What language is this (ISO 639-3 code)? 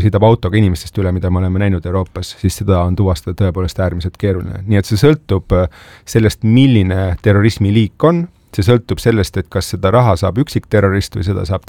est